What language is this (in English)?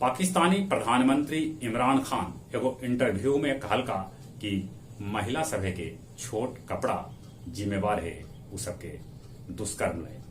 Magahi